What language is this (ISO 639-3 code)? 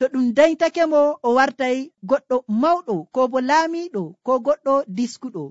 fuv